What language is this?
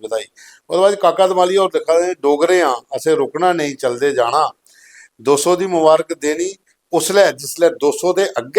Dogri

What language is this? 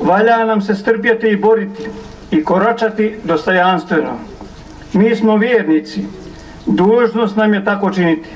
Bosnian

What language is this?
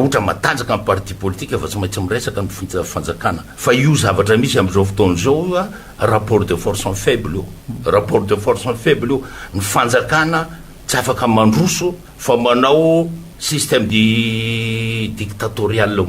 Malagasy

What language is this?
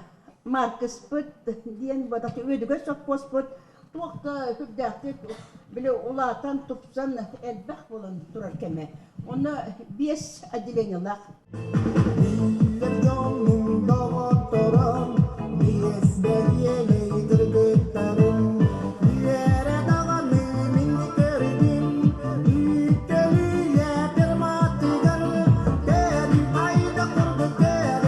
Yakut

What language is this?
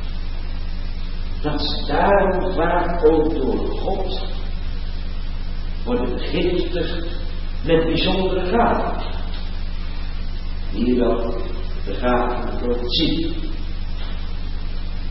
Dutch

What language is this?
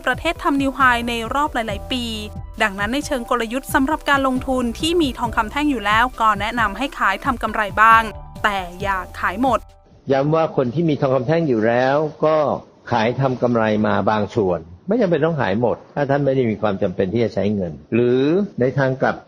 Thai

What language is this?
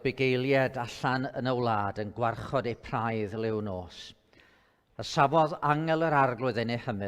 Welsh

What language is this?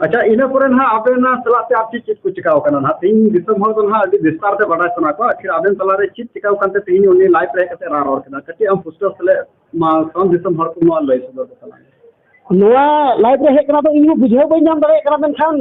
Santali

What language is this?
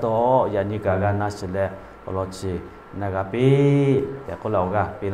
Lahu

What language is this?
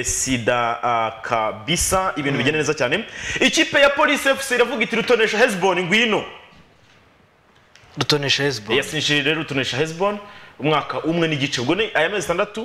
Kinyarwanda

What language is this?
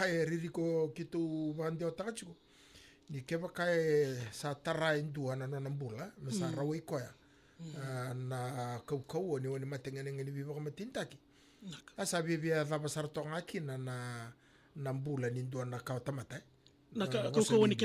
Fijian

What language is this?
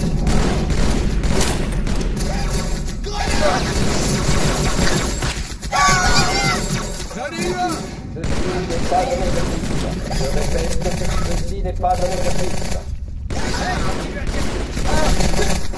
French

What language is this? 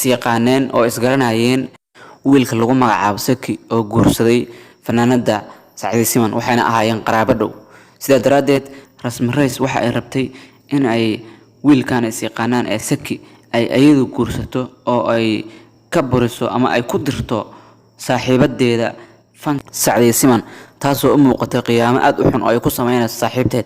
Somali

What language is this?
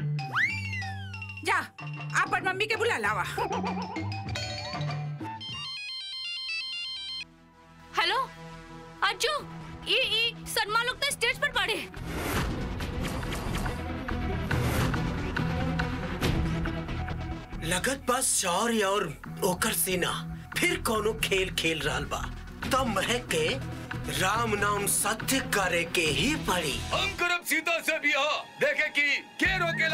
Bhojpuri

